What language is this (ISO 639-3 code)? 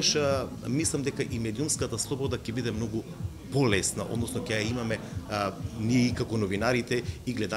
mkd